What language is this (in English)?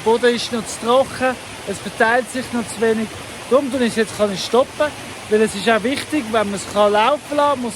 Swiss German